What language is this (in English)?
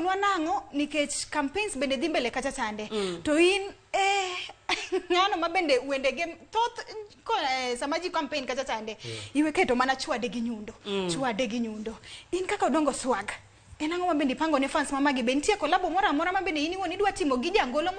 Luo (Kenya and Tanzania)